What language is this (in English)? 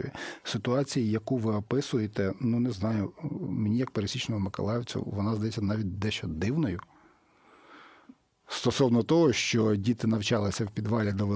Ukrainian